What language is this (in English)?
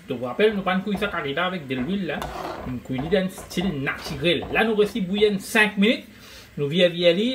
Morisyen